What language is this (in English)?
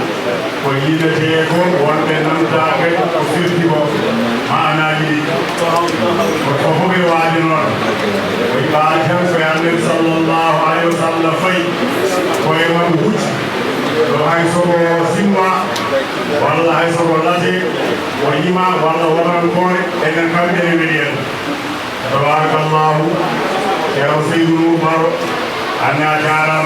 Fula